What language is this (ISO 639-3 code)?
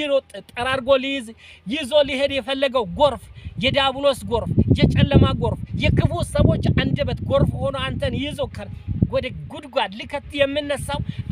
amh